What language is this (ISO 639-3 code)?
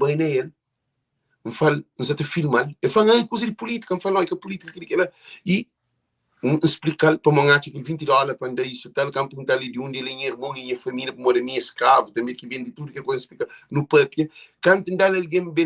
kea